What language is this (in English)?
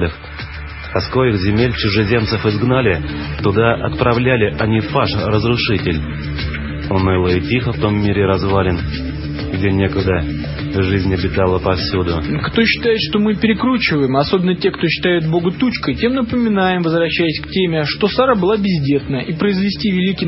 Russian